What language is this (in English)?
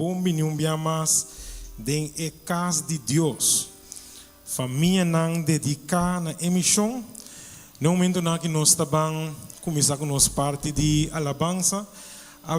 Papiamento